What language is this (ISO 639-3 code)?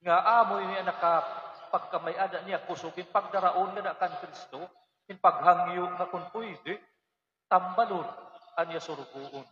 war